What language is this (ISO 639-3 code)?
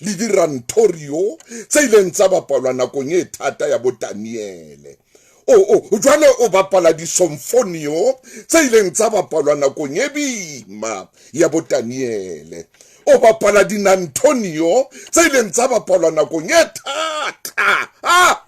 sot